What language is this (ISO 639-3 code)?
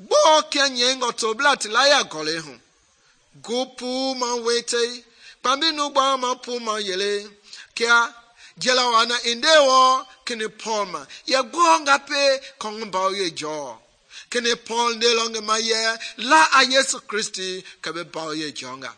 men